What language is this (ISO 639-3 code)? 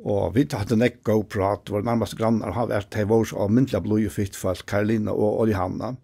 fao